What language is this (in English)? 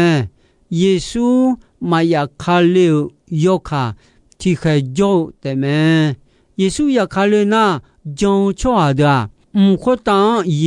Akha